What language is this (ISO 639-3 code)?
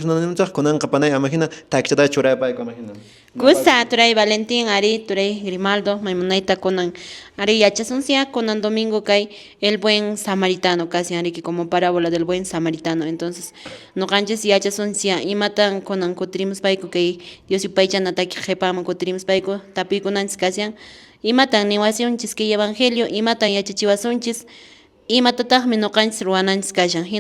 que